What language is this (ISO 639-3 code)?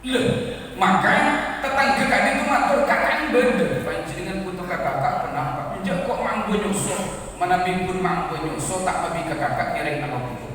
mad